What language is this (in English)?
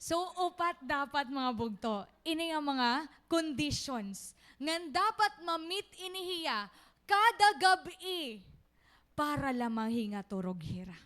Waray